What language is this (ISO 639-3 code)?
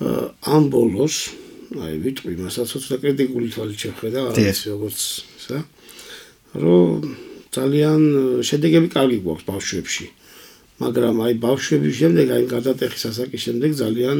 kat